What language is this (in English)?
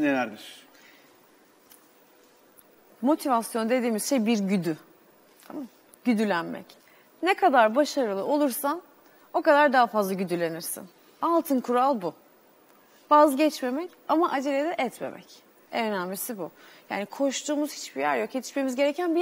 Turkish